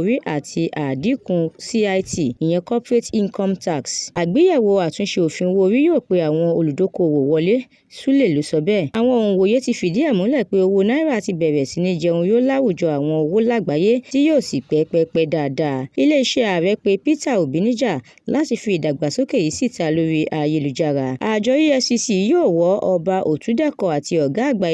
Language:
Yoruba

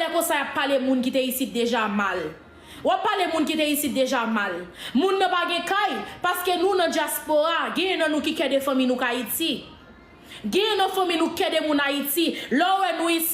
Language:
Haitian Creole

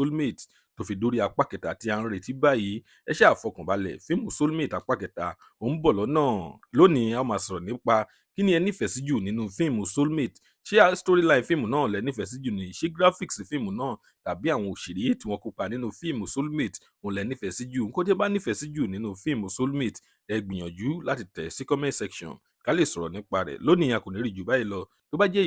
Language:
Yoruba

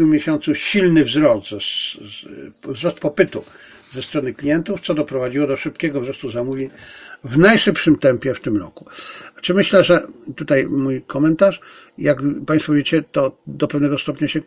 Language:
Polish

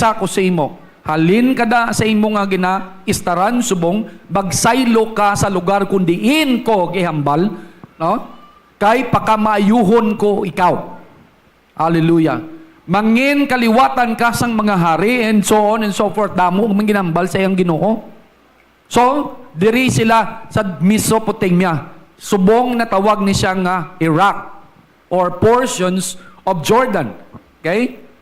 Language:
Hiligaynon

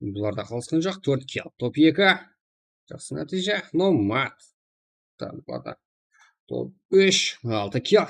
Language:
Kara-Kalpak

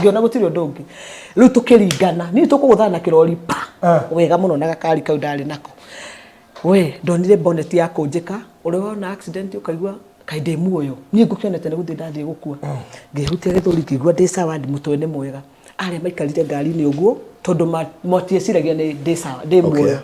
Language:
Kikuyu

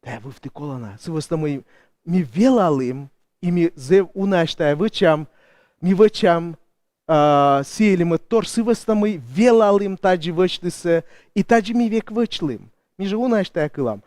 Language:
Komi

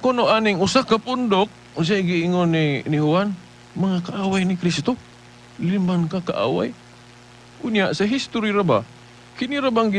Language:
Cebuano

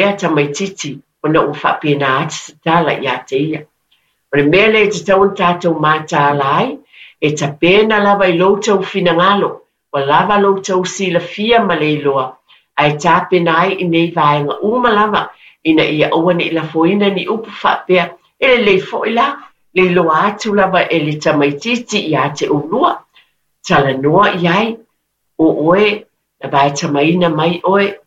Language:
Samoan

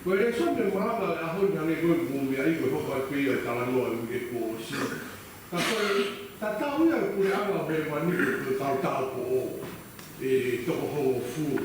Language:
Tongan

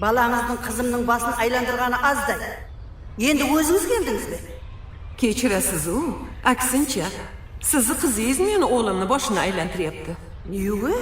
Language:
Kara-Kalpak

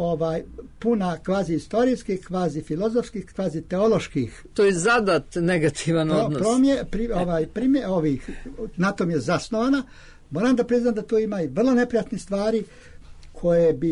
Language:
Serbian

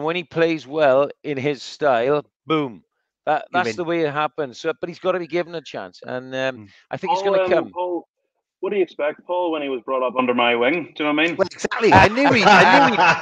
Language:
English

